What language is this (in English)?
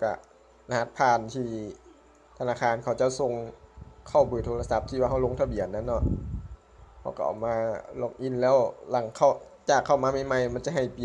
Lao